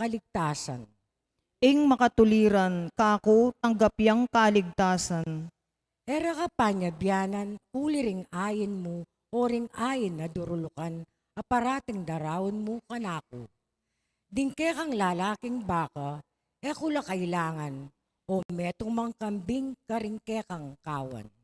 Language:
Pampanga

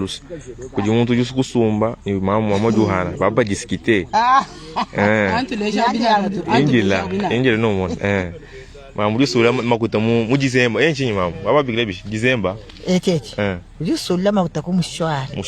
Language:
Luba-Lulua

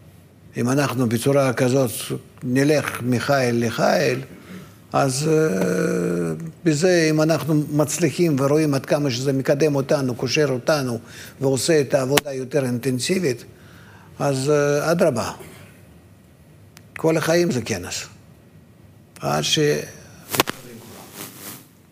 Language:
Hebrew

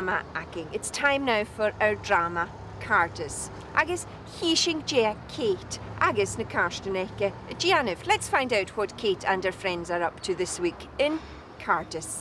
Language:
Scottish Gaelic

